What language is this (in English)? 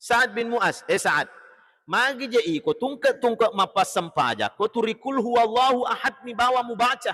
Buginese